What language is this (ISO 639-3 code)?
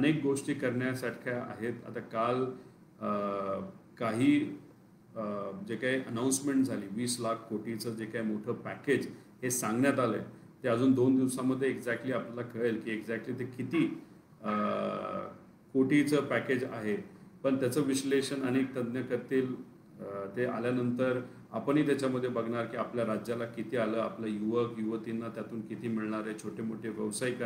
mar